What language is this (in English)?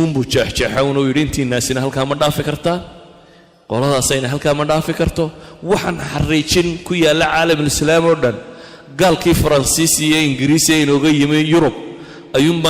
Somali